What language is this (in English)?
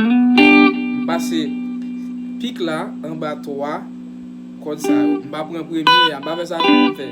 Haitian Creole